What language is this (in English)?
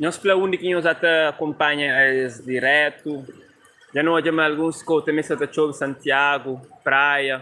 Kabuverdianu